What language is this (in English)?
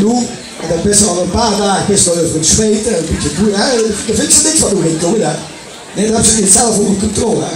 Limburgish